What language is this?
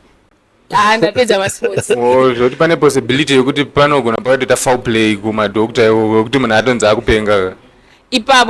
Shona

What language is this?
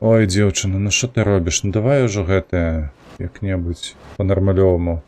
Belarusian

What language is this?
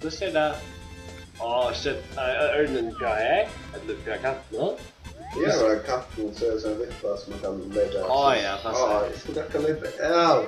Faroese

